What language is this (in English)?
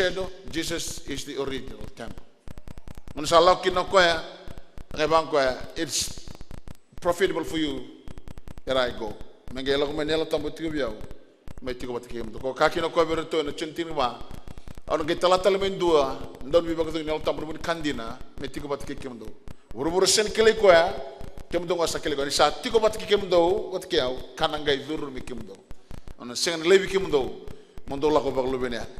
Fijian